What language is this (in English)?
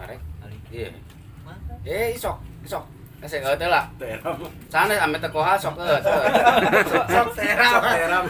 Sundanese